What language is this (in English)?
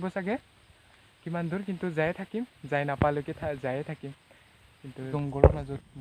Assamese